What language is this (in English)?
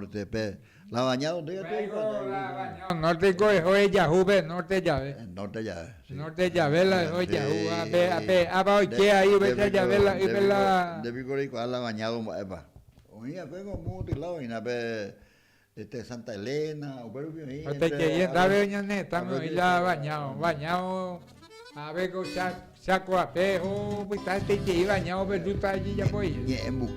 Guarani